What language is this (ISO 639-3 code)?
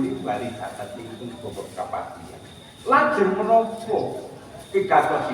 jav